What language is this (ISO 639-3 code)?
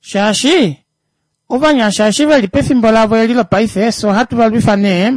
kua